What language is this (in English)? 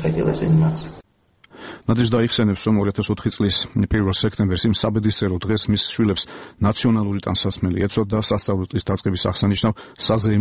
Georgian